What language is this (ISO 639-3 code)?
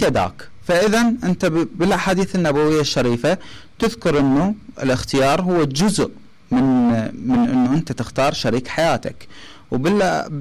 acm